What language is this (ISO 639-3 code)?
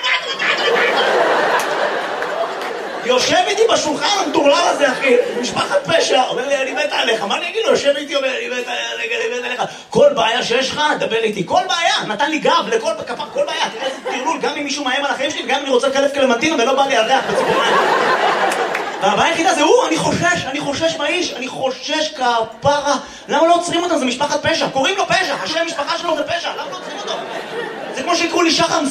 heb